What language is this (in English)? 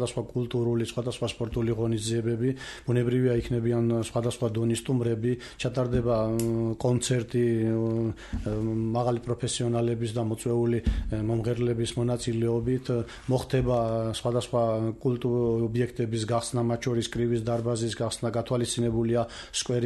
Georgian